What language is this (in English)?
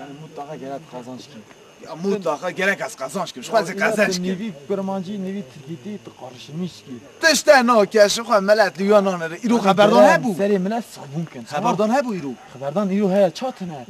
Kurdish